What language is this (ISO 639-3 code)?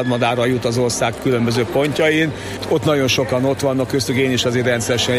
hun